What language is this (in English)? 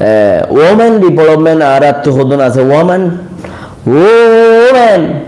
Rohingya